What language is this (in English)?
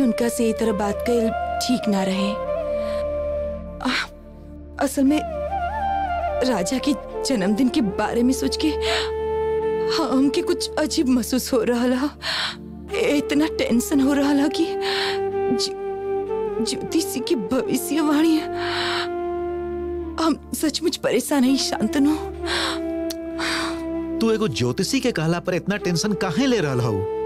Bhojpuri